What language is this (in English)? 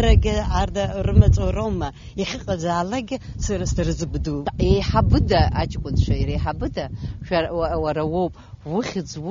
Abkhazian